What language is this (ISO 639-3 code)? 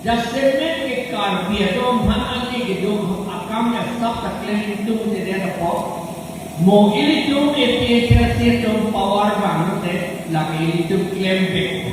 mjw